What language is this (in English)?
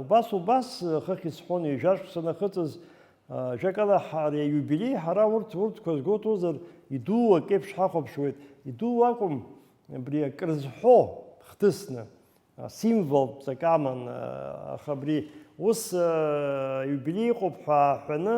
Abkhazian